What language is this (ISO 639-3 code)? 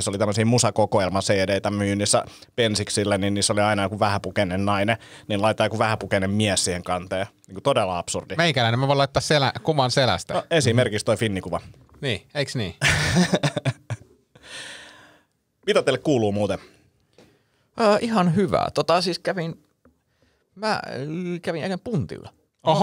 fin